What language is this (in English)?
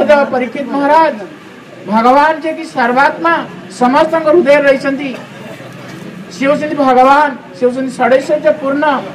Odia